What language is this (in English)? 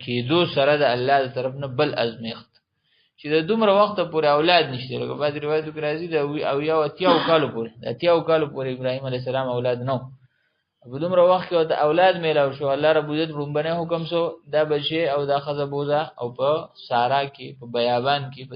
Pashto